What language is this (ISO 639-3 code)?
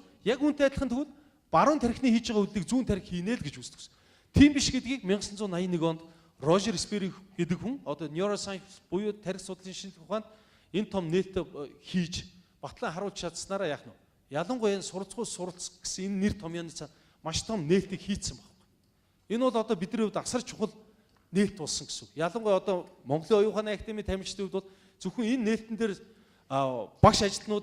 mon